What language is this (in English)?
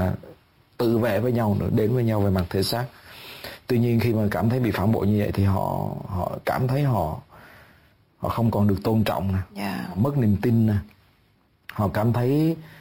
Vietnamese